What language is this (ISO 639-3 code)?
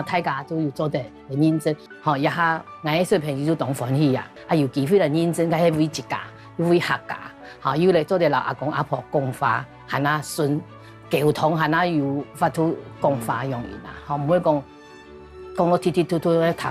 hak